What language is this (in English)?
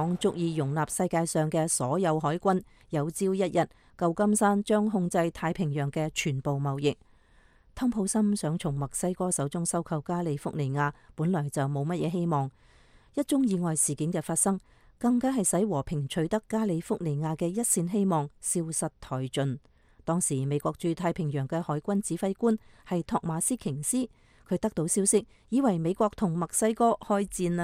Cantonese